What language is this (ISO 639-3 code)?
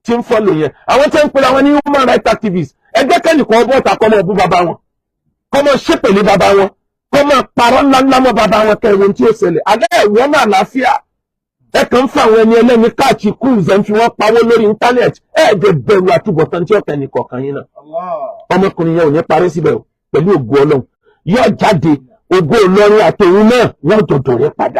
yor